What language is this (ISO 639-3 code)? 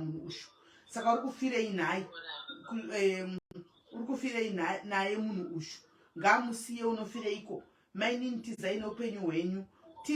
sna